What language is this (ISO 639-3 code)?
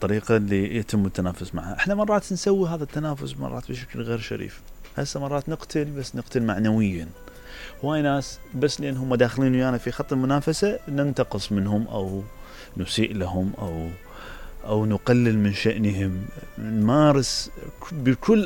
acm